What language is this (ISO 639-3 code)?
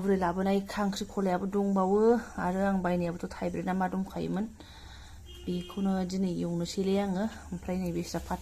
brx